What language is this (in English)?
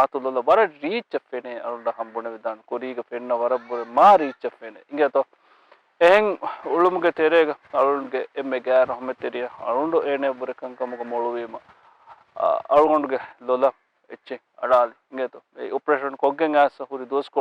Divehi